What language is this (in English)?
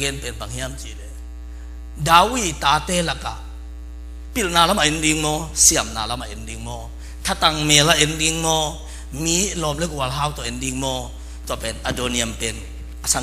Tedim Chin